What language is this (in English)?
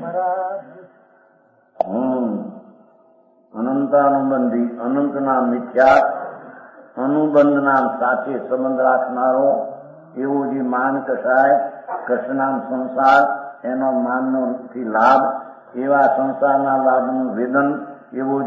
Gujarati